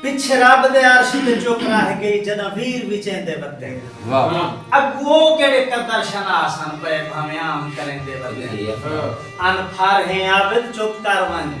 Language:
Saraiki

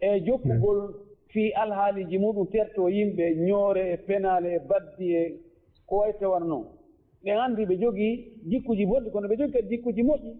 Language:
Fula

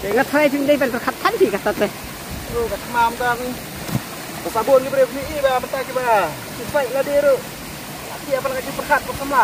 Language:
Khasi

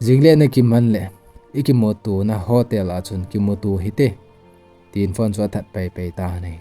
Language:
Thado Chin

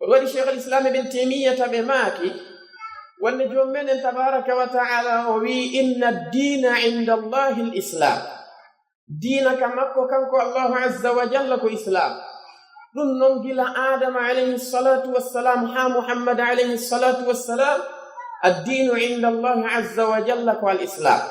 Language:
Pular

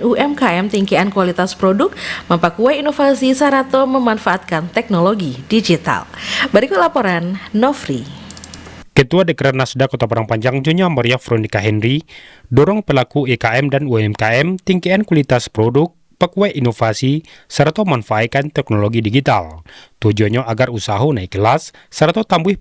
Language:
Minangkabau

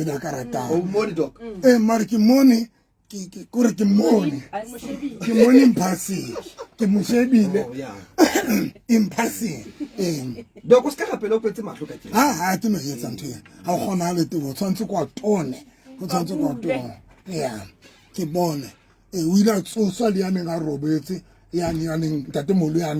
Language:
Southern Sotho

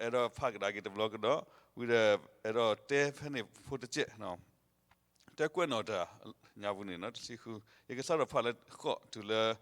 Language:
S'gaw Karen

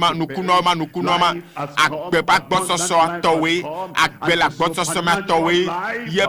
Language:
Ewe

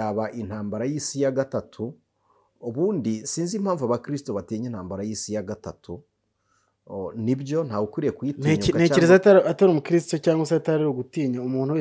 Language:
Kinyarwanda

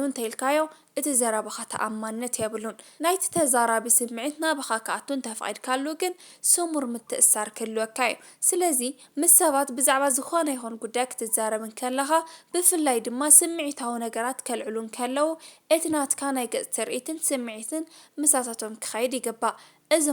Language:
Tigrinya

